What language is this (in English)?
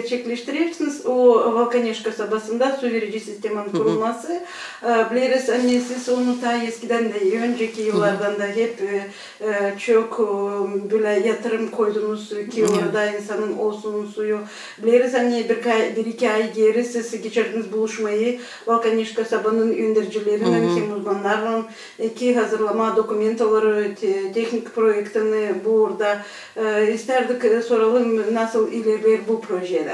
Gagauz